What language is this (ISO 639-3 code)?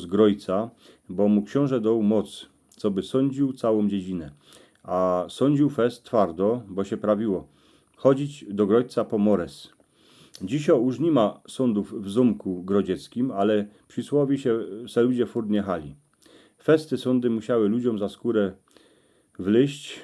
szl